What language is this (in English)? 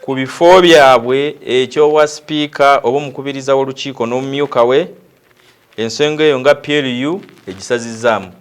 Ganda